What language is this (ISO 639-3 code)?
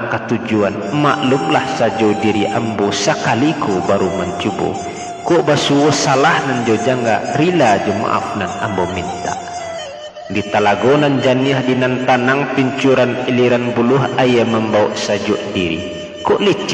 min